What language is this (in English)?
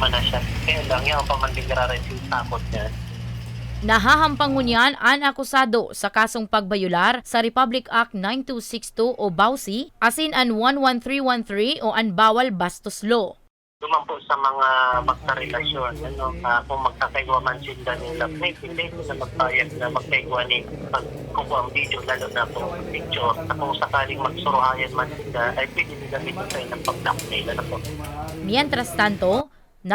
Bikol